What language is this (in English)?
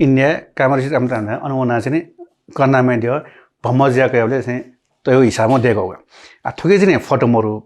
Newari